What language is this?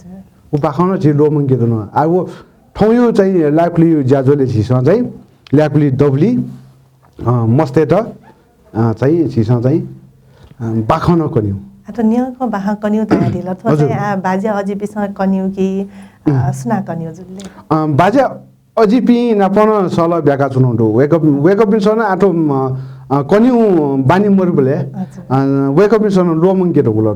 Newari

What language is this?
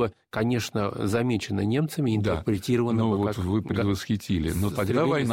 Russian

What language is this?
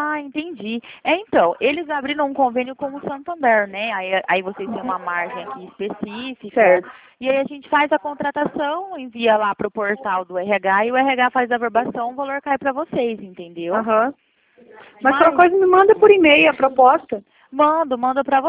Portuguese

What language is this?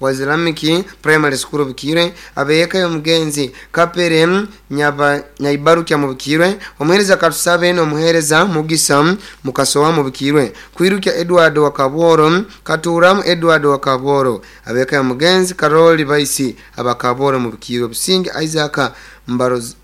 Nyoro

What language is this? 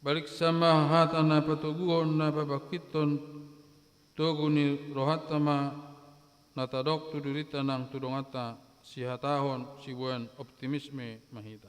Batak Toba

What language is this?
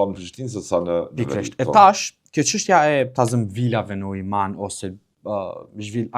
Albanian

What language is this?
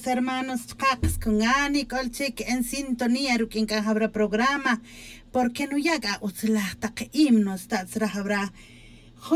Tz'utujil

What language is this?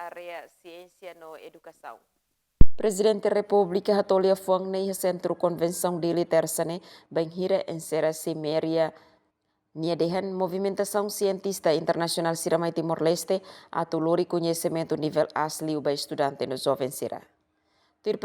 Tetum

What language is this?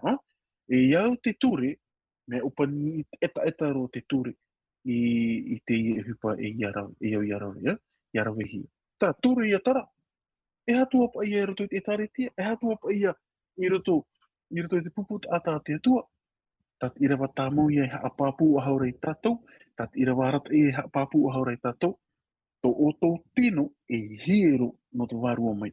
Tahitian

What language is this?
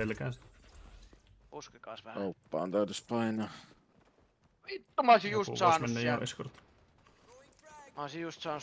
Finnish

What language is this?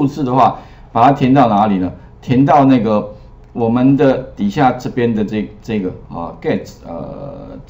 Chinese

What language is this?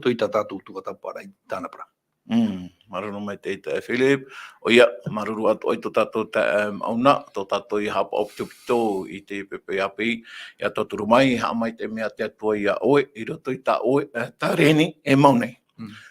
Tahitian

